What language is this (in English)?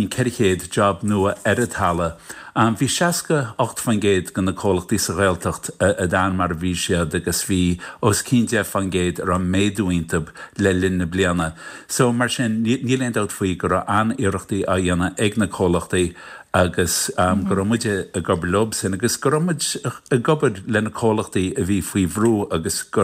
Irish